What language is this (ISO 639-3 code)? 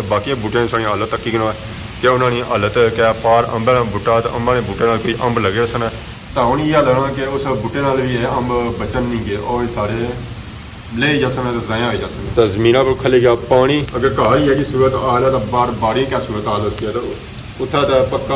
phr